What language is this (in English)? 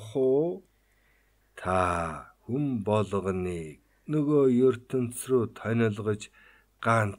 Mongolian